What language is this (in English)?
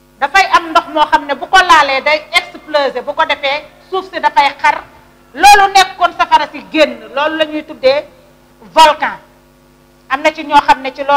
Wolof